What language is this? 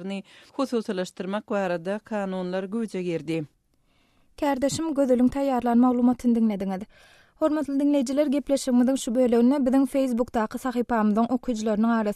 Turkmen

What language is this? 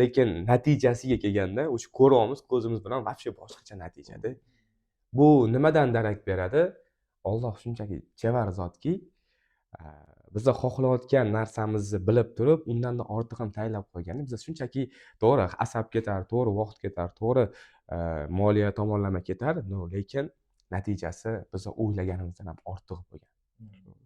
Uzbek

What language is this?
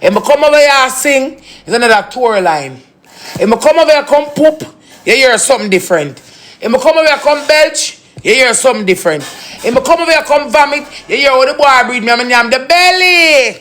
Jamaican Creole English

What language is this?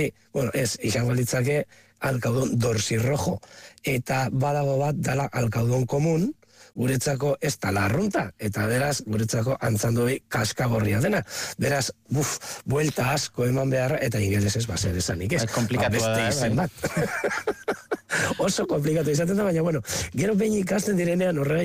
Basque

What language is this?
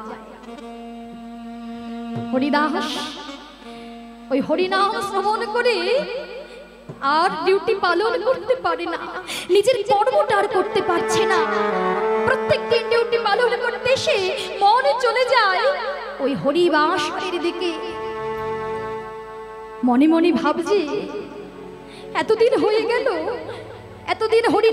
Bangla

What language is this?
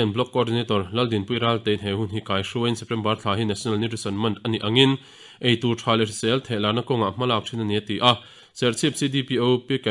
Mizo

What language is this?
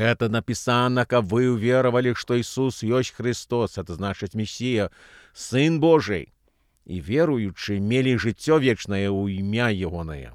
Belarusian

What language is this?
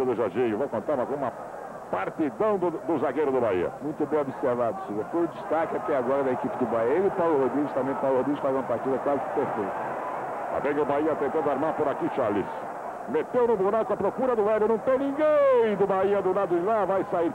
Portuguese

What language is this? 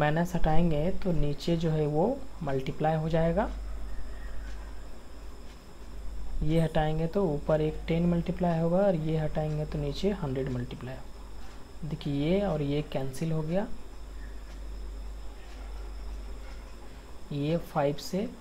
Hindi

